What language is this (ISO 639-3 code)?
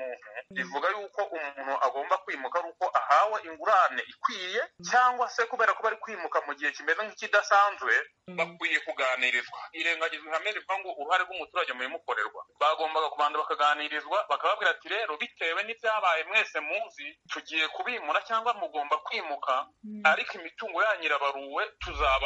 kin